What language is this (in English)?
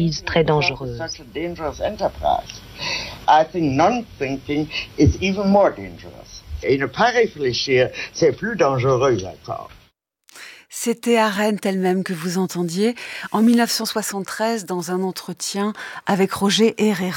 French